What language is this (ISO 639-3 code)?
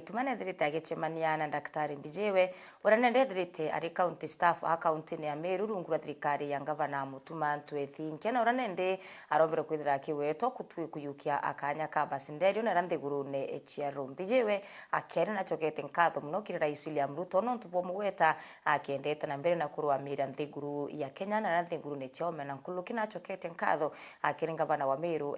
mer